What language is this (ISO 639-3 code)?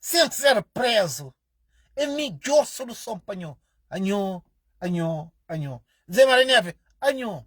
kea